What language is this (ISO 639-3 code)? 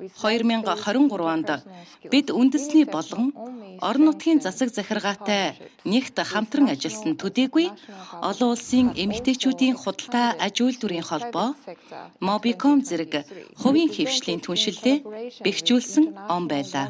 mon